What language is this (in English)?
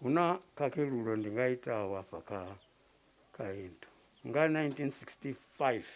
Venda